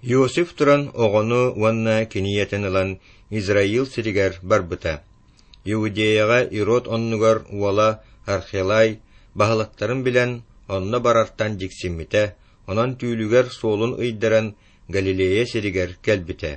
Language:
Yakut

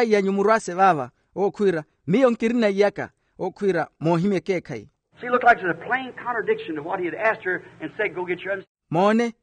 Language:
Makhuwa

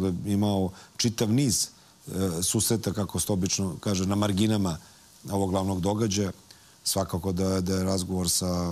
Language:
Serbian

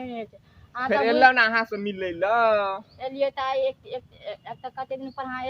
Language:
Maithili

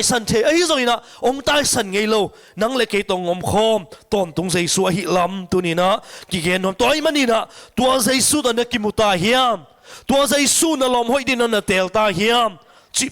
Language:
Tedim Chin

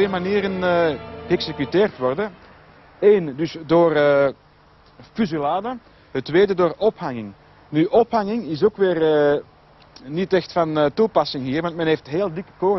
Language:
Dutch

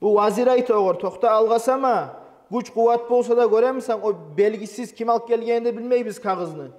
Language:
Kumyk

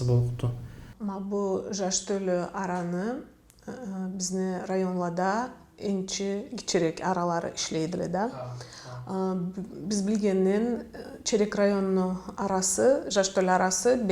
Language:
Karachay-Balkar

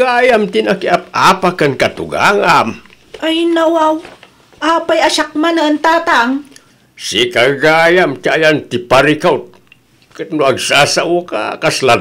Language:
Iloko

